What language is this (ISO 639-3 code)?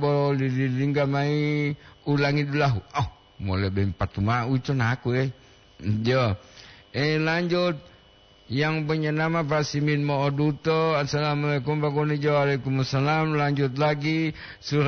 gor